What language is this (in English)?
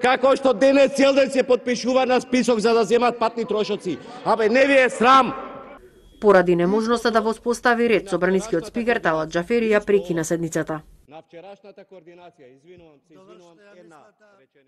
Macedonian